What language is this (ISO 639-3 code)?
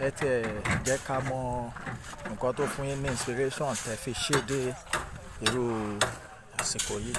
yor